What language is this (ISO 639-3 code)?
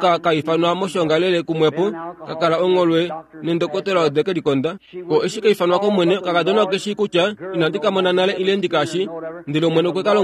kua